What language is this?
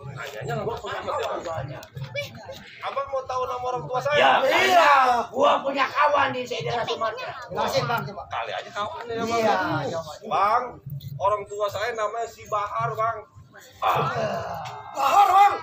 Betawi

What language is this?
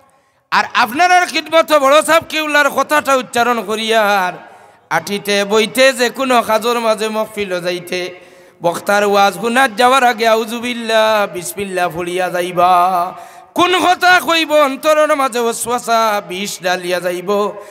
Sylheti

